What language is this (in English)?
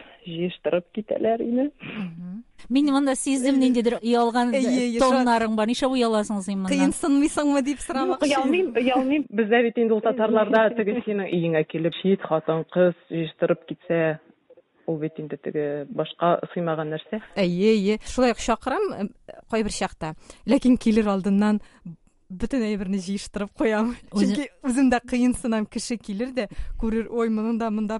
Tatar